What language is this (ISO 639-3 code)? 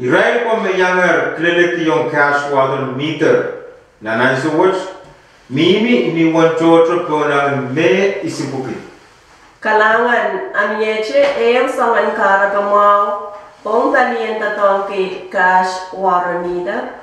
pon